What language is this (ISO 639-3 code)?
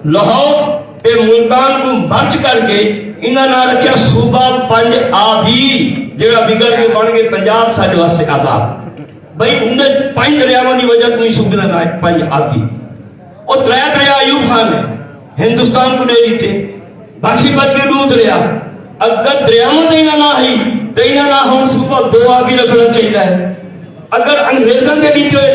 skr